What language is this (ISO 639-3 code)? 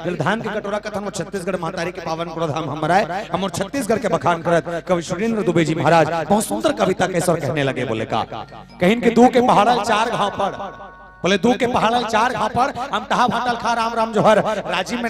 hne